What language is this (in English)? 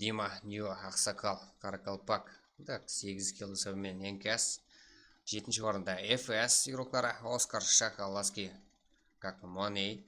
Kara-Kalpak